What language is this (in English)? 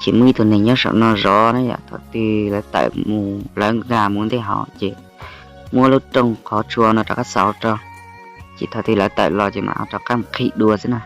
Hmong